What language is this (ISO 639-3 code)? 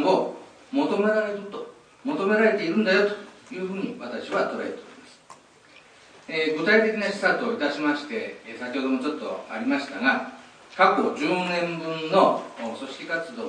jpn